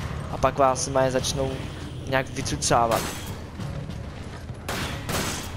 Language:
Czech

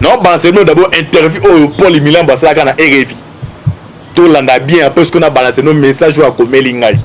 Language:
Lingala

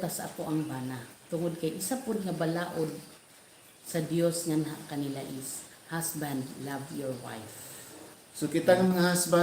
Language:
Cebuano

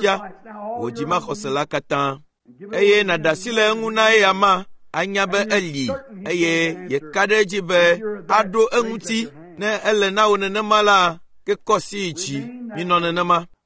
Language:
Ewe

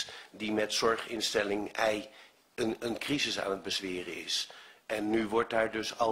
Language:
Dutch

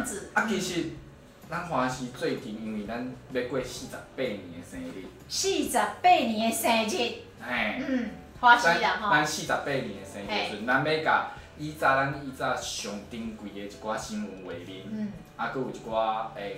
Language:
Min Nan Chinese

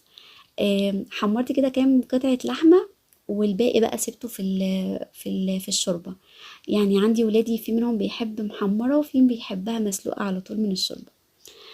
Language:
Egyptian Arabic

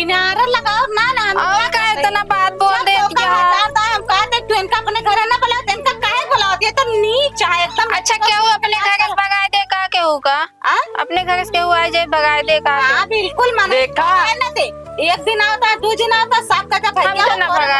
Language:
Awadhi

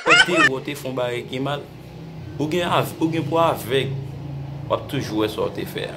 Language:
Haitian Creole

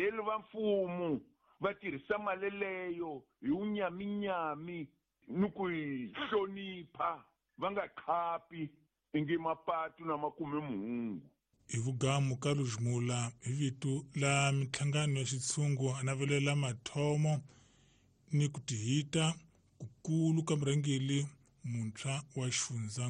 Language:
Tsonga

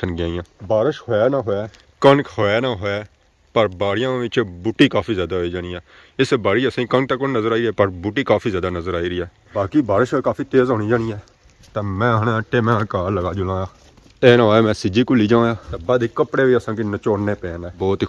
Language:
Pahari-Potwari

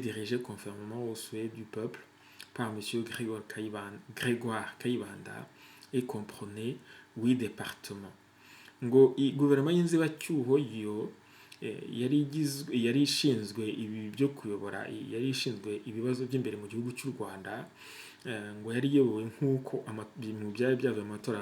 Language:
Kinyarwanda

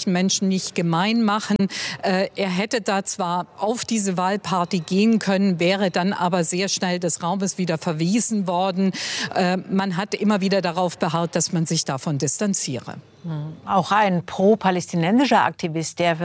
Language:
German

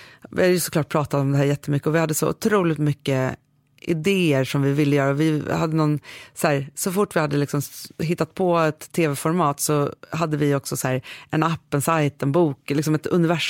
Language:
Swedish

